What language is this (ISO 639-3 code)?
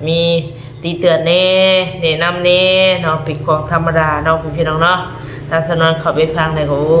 tts